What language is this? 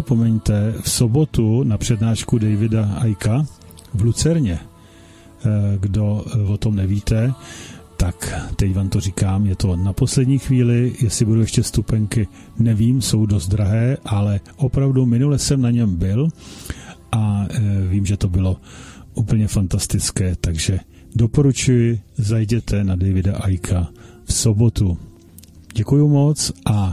Czech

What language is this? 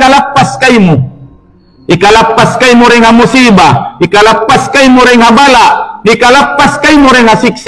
Tausug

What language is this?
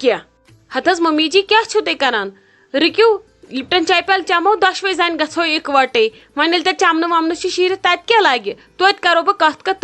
Kashmiri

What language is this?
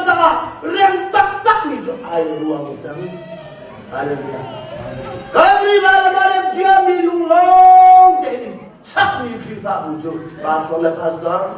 Hakha Chin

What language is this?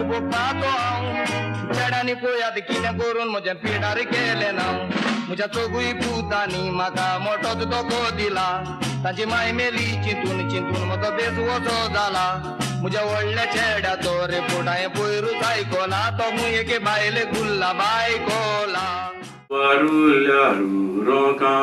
Konkani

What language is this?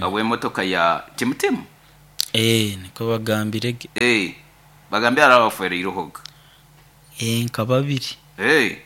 Nyoro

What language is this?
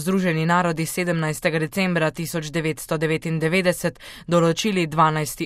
Slovenian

